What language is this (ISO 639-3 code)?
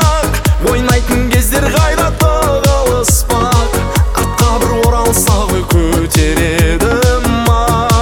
kaz